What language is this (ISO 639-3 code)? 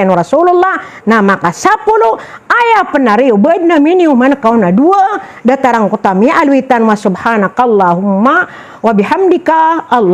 mrw